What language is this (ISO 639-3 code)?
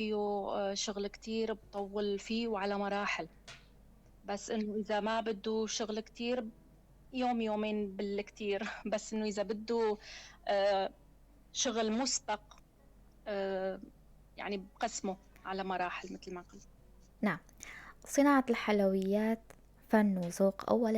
apc